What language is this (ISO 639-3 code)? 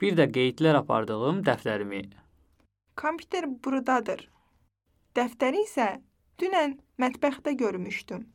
aze